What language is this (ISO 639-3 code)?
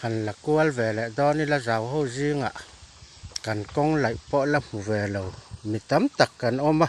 lus